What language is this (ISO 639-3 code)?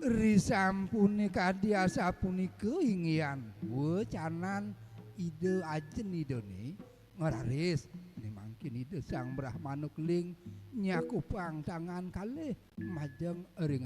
ban